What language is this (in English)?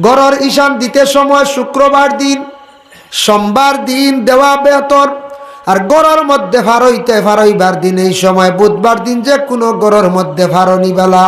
Sylheti